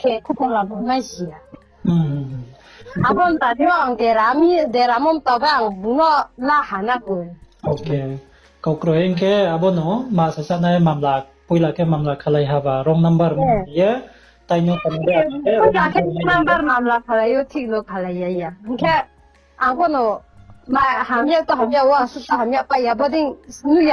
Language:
Riang (India)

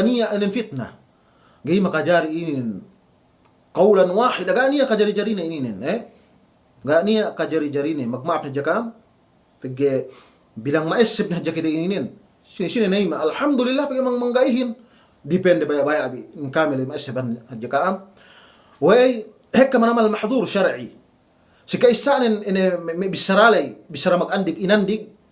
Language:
Yakan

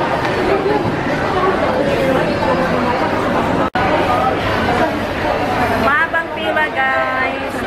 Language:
Filipino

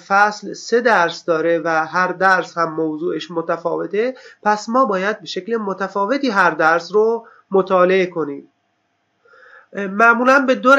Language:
Persian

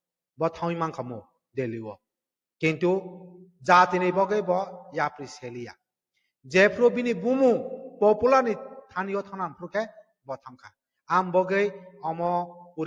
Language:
Kok Borok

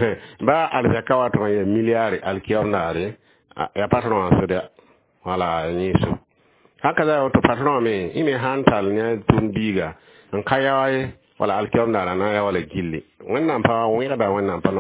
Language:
Mossi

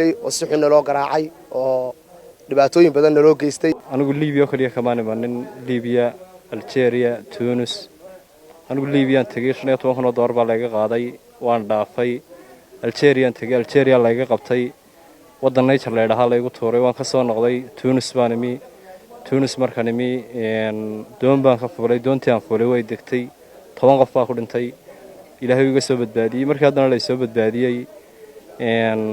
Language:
Somali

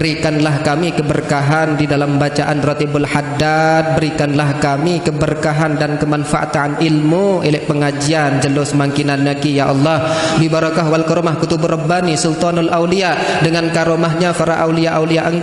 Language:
Sasak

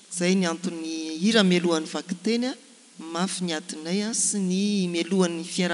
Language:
Malagasy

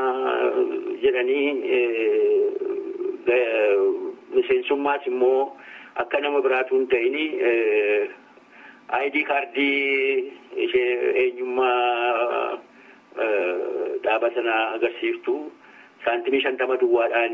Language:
Oromo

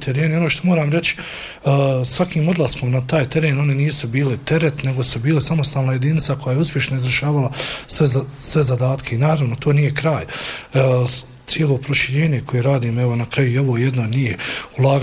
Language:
Bosnian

